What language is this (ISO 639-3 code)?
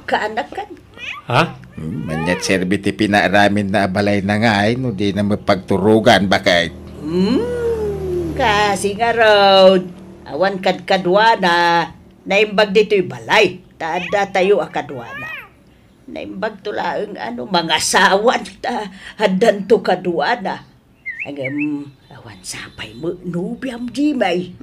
ilo